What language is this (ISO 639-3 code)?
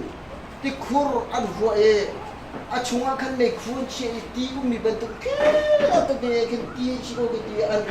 cnh